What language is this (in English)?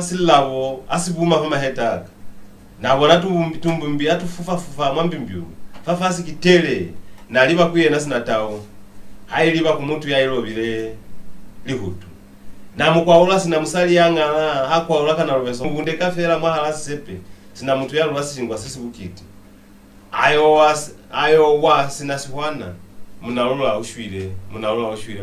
Lozi